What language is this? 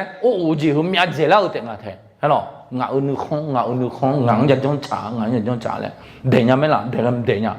Akha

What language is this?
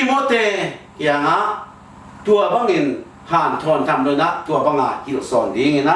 Tedim Chin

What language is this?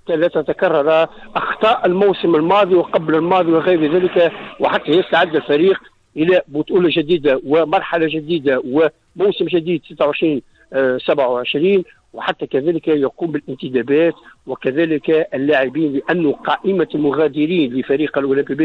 Tunisian Arabic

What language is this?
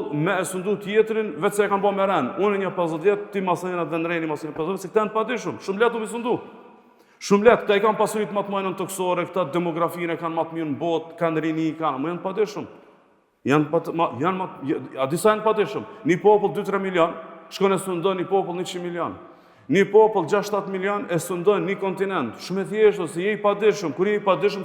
Albanian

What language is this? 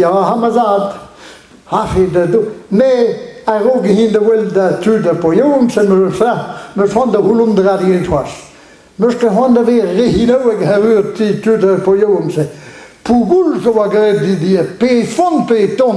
Breton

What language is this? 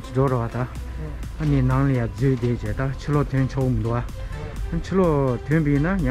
Tibetan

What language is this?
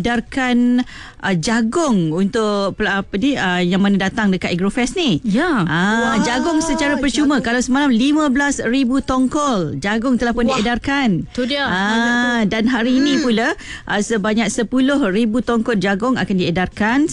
Malay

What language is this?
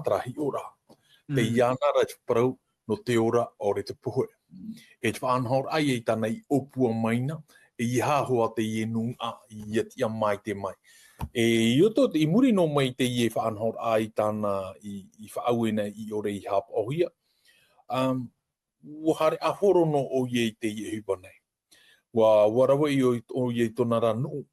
Tahitian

